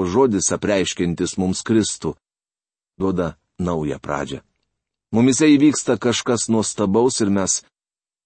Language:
Lithuanian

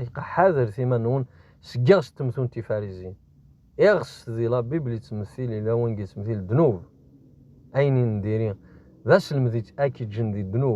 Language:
Kabyle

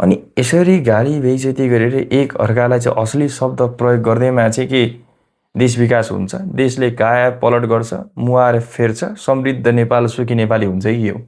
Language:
Nepali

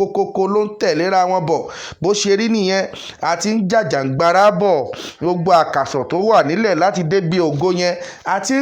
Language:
Yoruba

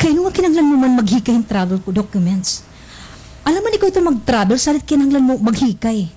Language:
Waray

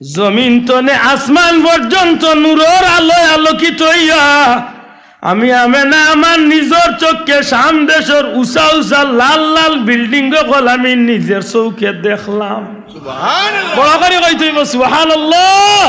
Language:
Sylheti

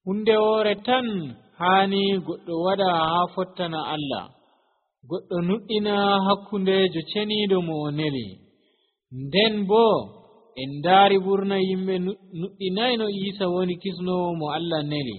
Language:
Nigerian Fulfulde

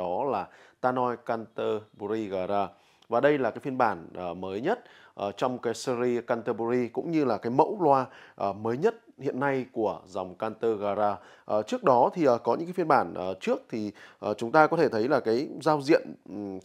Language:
Vietnamese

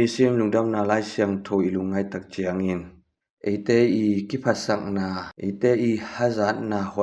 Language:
Tedim Chin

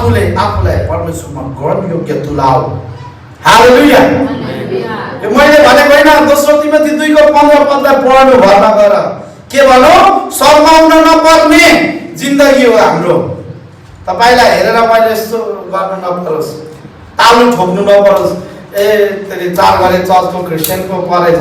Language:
Nepali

